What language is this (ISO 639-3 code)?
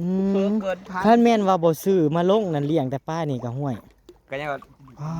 tts